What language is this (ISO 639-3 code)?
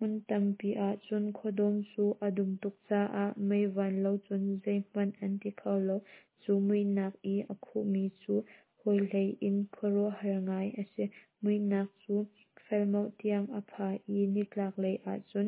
cnh